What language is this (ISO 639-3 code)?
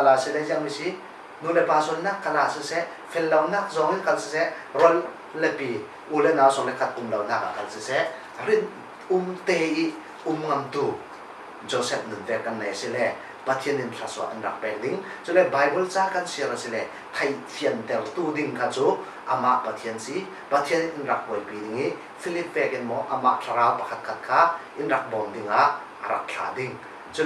cfm